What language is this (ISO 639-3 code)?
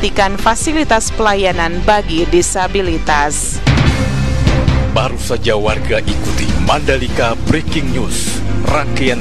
ind